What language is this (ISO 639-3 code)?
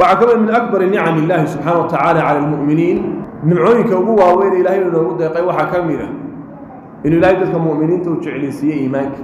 som